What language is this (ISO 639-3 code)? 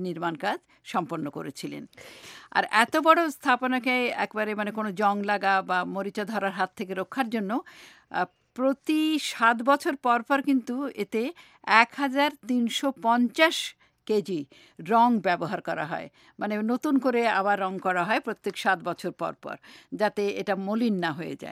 ben